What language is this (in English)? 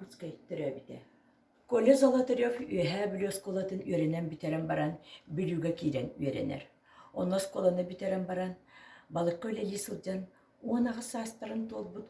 Yakut